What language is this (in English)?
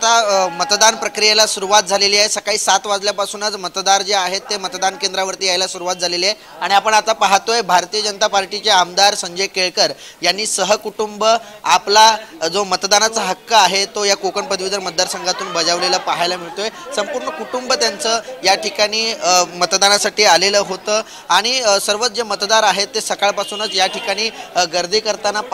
Marathi